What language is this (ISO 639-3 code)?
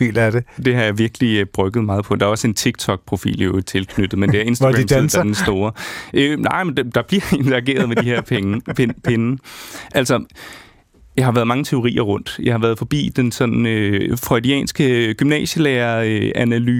dan